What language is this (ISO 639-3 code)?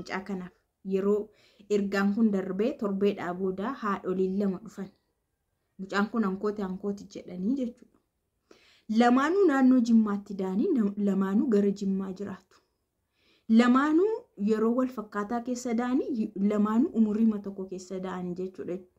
orm